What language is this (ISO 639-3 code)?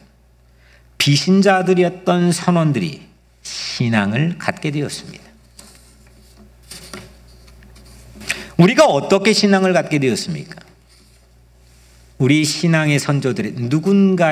kor